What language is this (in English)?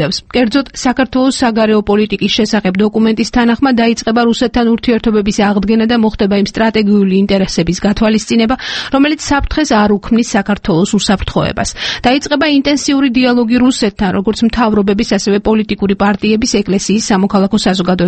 Georgian